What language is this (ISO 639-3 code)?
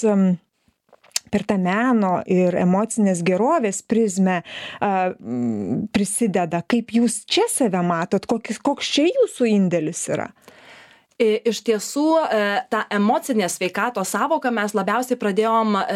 lit